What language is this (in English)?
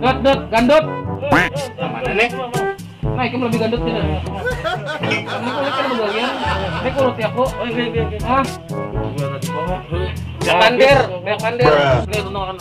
Banjar